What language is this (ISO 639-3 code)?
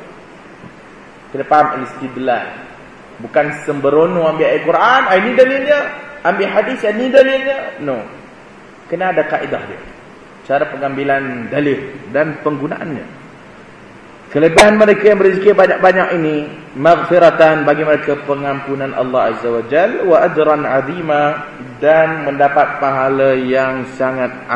msa